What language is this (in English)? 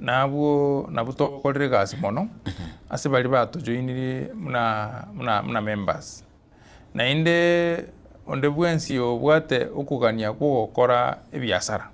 Gusii